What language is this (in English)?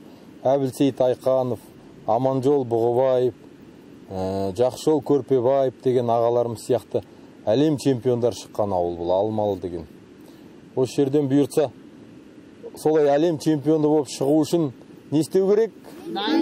Kazakh